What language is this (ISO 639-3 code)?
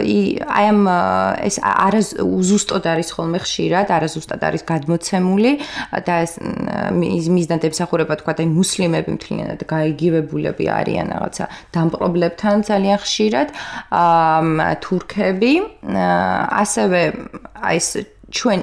kat